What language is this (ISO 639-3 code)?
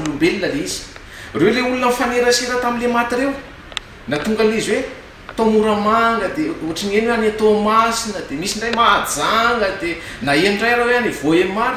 mlg